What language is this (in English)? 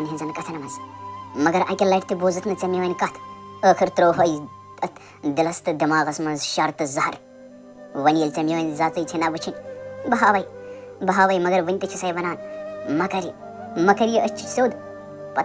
Kashmiri